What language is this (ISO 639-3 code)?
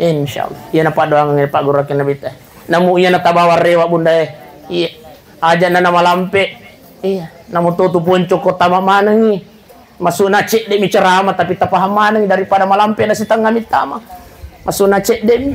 bug